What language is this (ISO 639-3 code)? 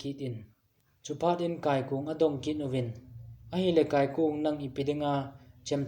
tcz